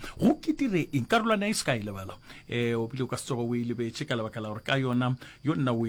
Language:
Northern Sotho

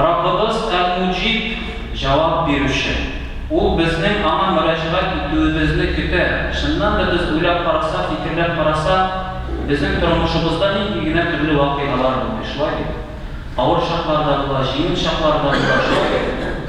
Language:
Tatar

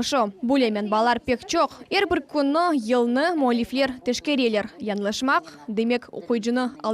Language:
Crimean Tatar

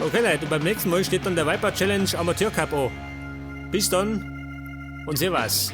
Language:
Bavarian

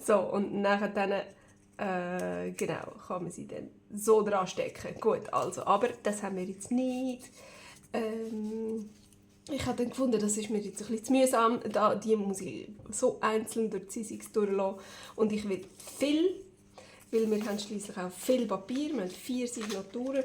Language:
Swiss German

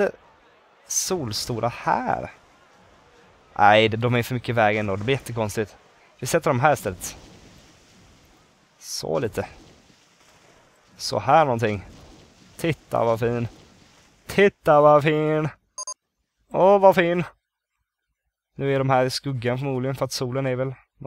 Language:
Swedish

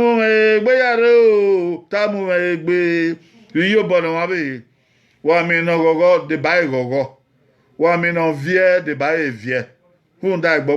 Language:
Bini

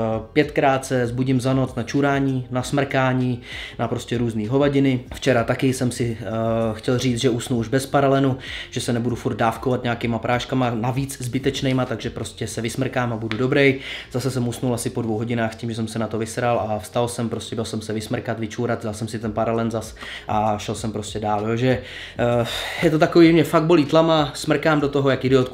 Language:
Czech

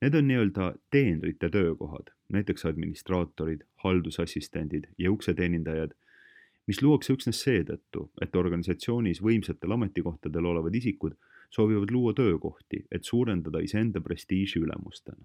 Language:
Estonian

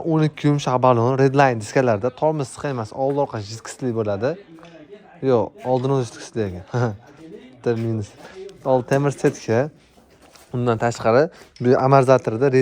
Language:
Uzbek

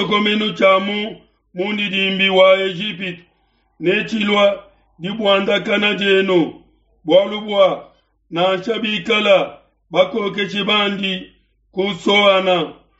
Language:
Luba-Lulua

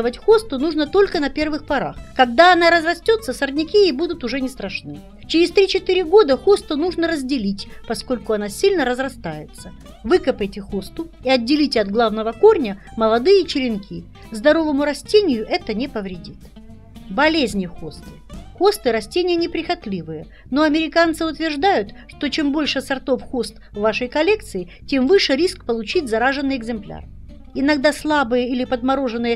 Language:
Russian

